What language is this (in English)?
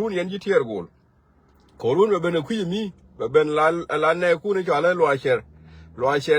Nuer